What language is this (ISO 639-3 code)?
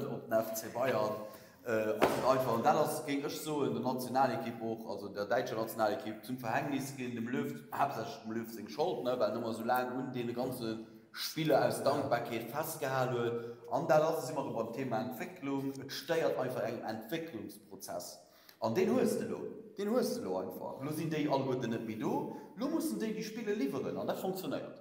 ltz